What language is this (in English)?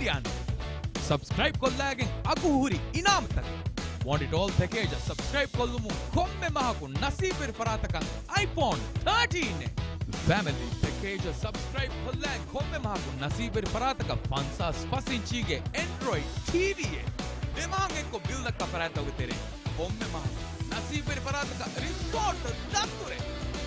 Divehi